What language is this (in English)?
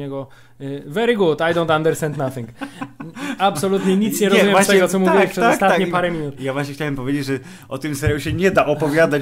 Polish